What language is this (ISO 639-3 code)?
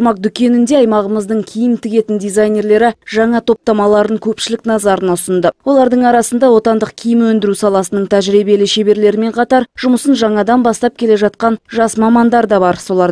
kaz